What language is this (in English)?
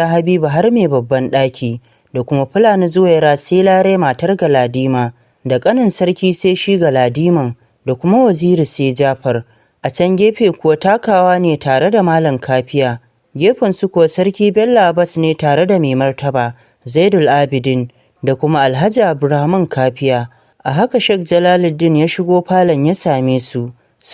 Hausa